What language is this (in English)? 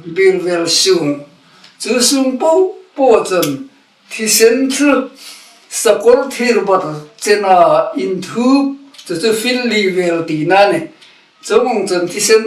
Hmar